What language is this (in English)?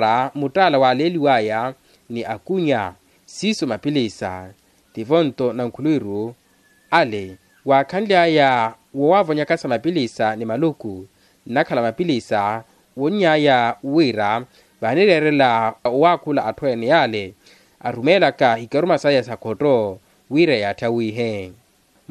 Makhuwa